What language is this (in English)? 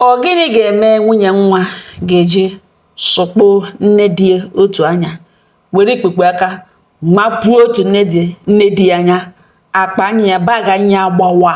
Igbo